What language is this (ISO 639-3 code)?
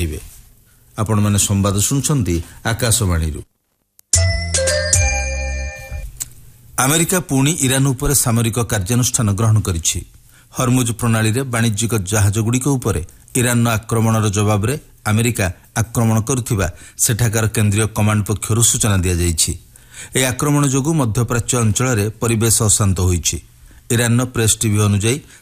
ori